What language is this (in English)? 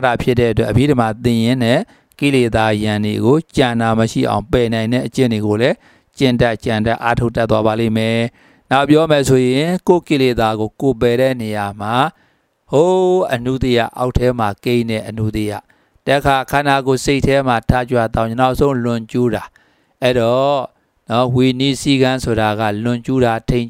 Burmese